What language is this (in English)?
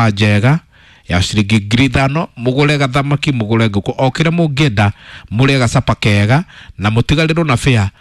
Kikuyu